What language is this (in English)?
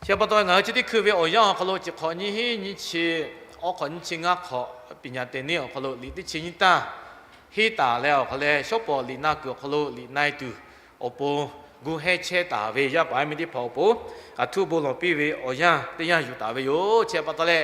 Lahu